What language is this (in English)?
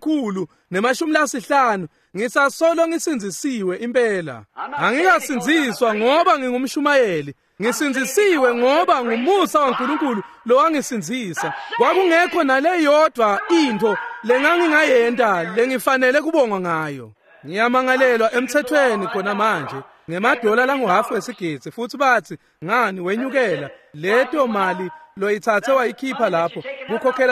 Swati